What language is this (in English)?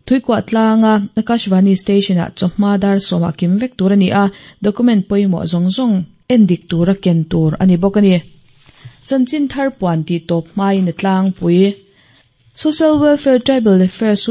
Mizo